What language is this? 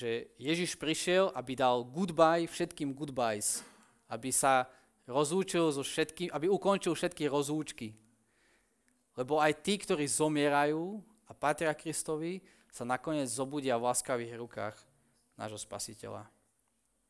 Slovak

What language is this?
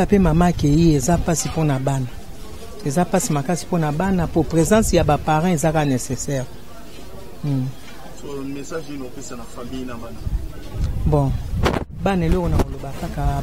Lingala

